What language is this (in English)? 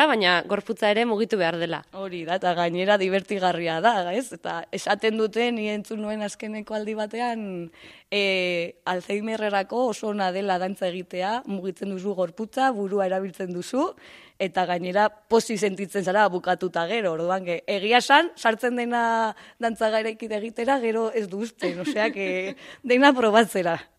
Basque